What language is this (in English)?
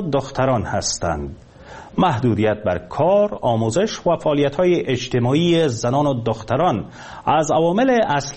Persian